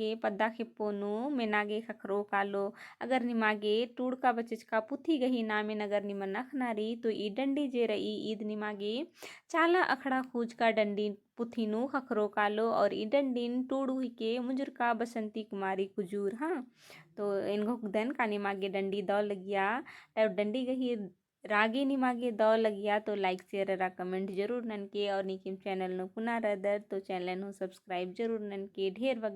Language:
Kurukh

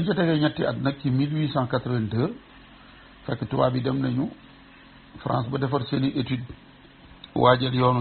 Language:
Wolof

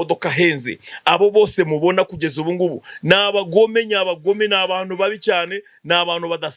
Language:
Kinyarwanda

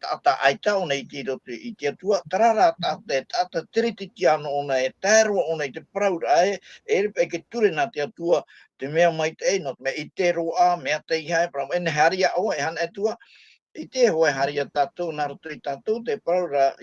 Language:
Tahitian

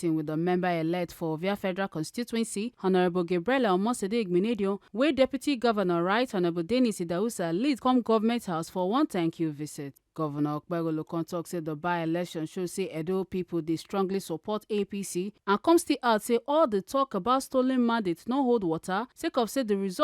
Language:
Nigerian Pidgin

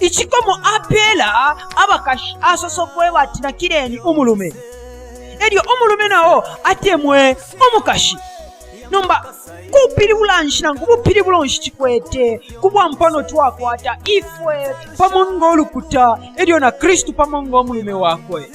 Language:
Bemba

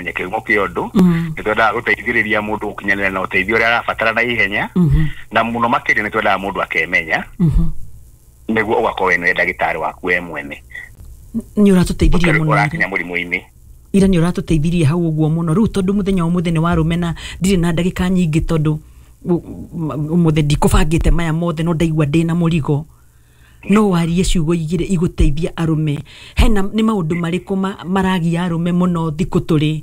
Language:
Kikuyu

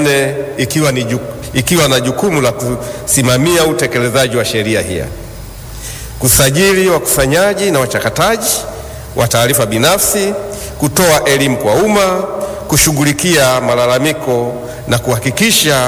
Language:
Swahili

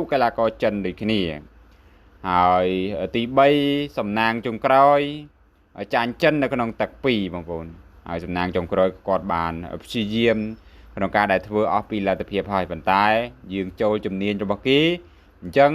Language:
Khmer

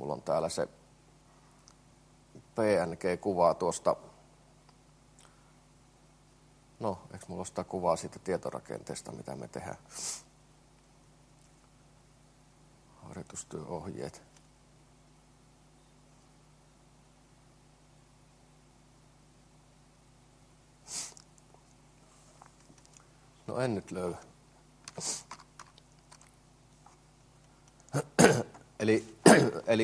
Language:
Finnish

